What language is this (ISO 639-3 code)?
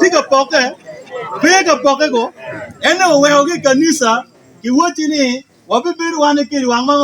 ach